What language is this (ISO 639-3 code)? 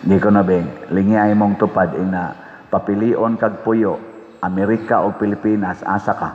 ceb